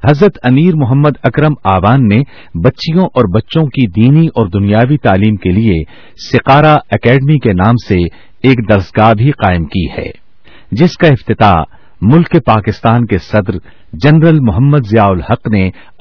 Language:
Urdu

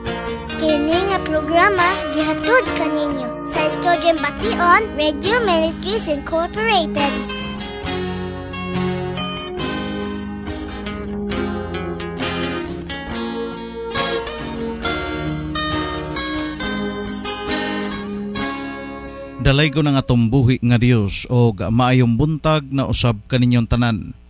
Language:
Cebuano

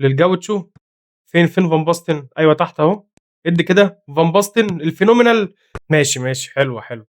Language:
Egyptian Arabic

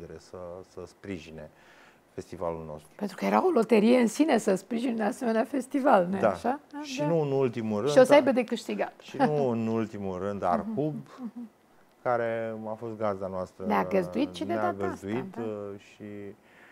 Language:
Romanian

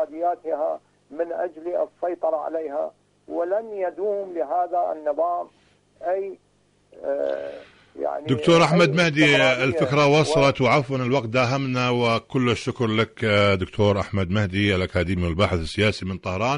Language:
Arabic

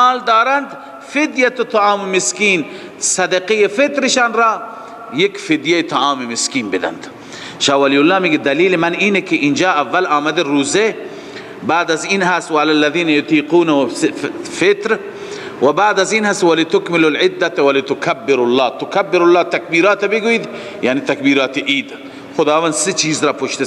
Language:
Persian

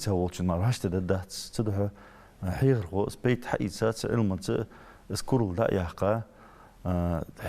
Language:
Ingush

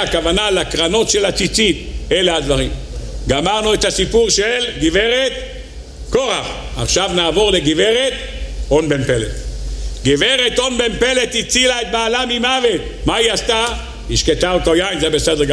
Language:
Hebrew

